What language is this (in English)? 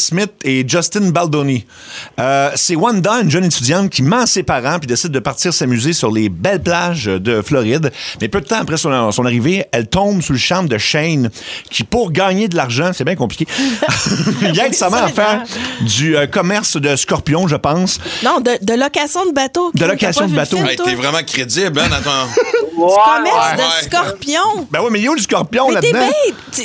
French